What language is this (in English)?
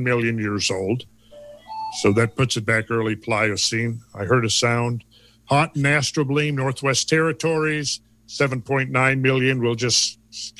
English